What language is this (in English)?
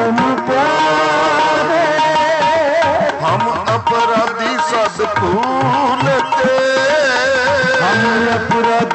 Punjabi